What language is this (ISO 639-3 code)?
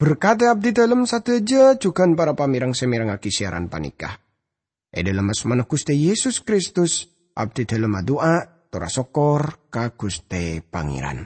mad